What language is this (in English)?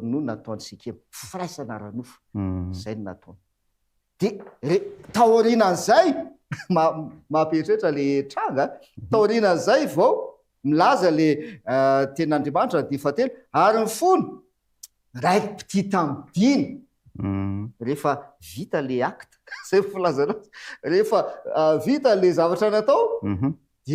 Malagasy